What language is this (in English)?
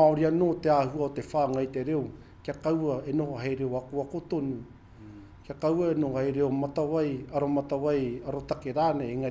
Māori